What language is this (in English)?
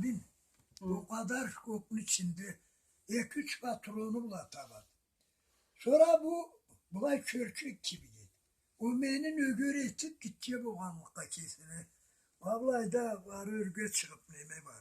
Karachay-Balkar